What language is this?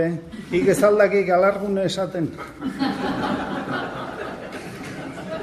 Basque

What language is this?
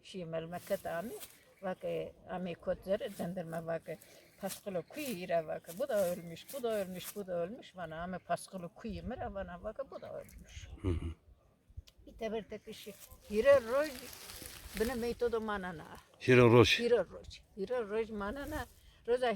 Zaza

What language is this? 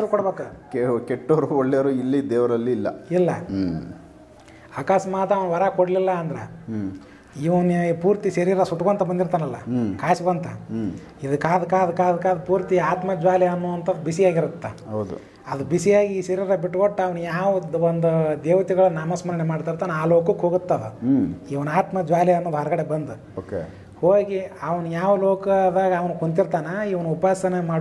Kannada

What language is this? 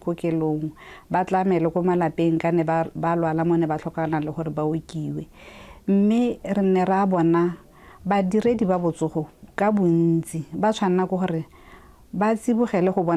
Tswana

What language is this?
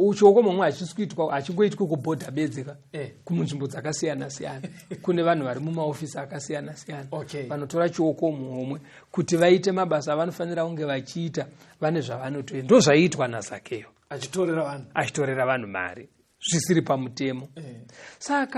Shona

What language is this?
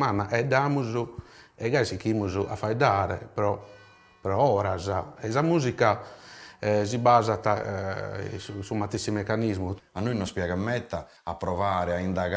Sardinian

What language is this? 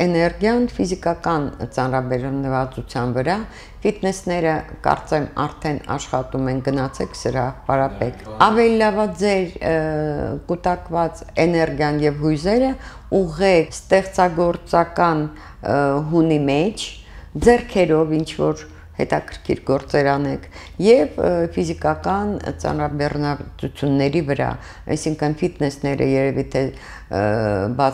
Armenian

